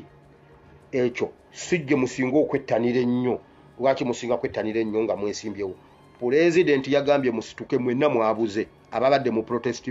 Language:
Ganda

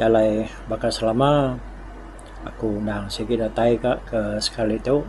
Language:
Iban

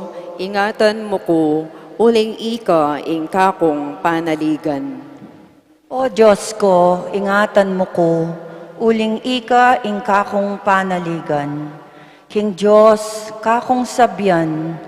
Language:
Pampanga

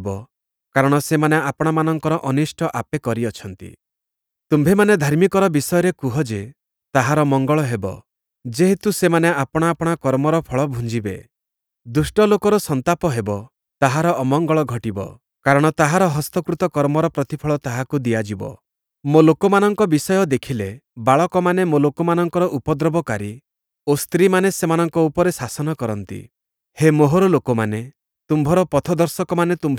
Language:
Odia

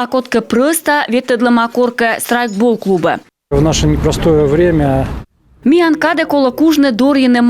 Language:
Komi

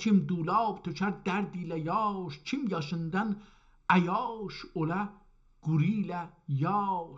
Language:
South Azerbaijani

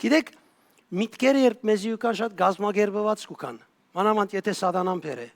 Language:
Western Armenian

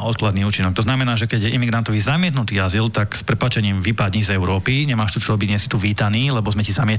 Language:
Slovak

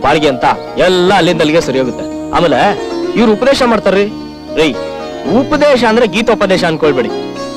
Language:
Kannada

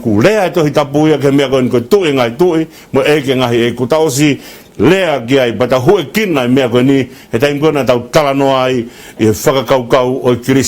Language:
Tongan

